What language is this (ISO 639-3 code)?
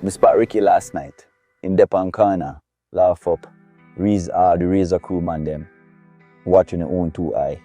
jam